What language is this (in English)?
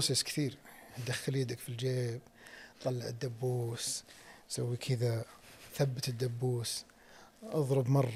Najdi Arabic